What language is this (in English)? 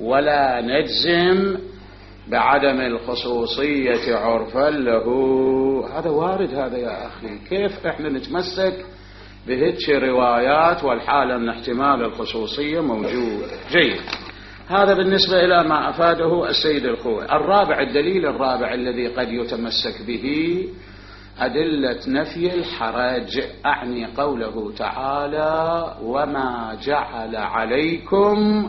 Mesopotamian Arabic